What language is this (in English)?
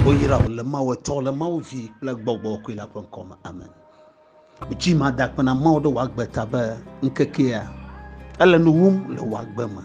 Ewe